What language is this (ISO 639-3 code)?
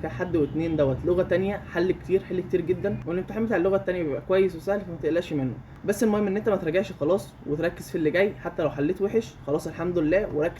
arz